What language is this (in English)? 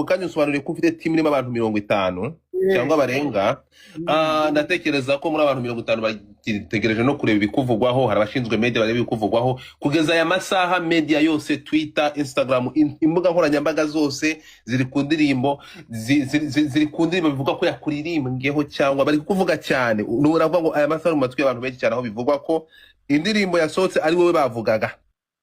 Kinyarwanda